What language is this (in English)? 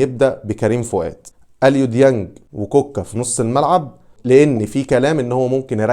Egyptian Arabic